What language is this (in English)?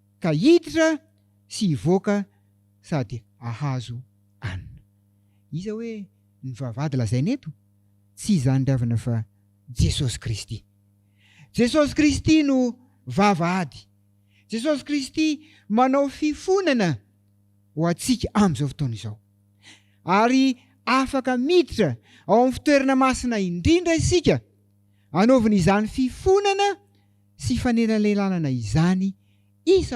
Malagasy